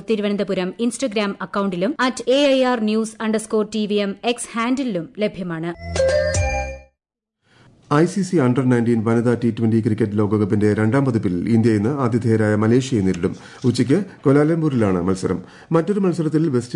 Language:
Malayalam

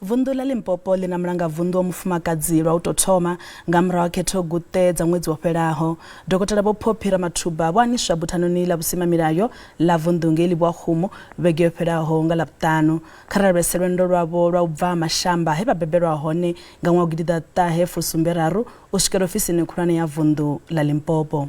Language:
Venda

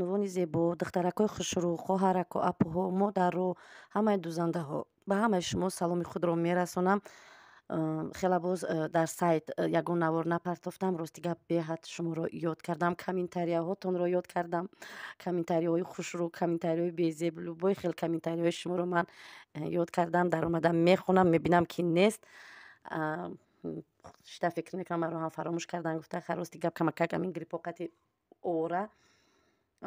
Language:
Tajik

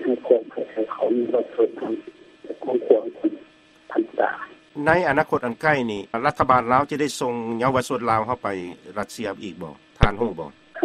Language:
Lao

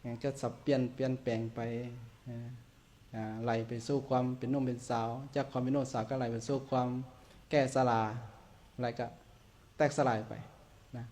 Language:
Lao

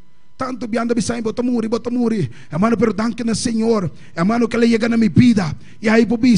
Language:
Papiamento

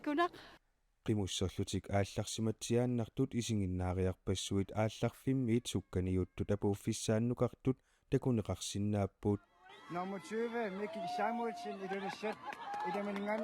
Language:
Kalaallisut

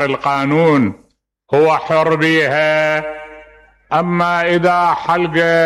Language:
Mesopotamian Arabic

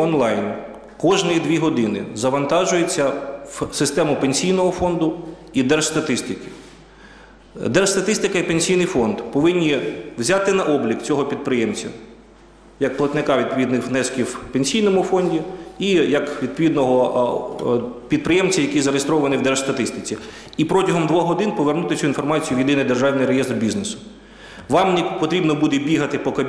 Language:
Ukrainian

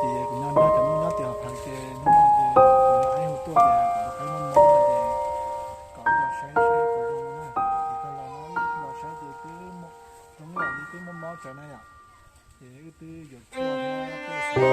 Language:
Hmong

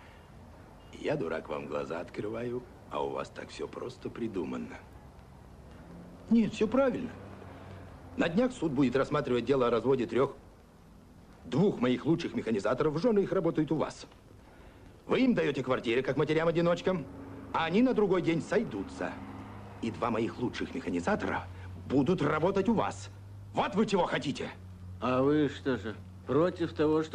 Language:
Russian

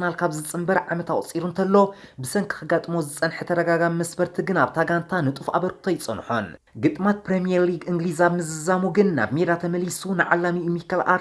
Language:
Tigrinya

